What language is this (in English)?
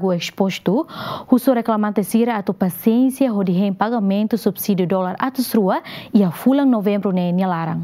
Tetum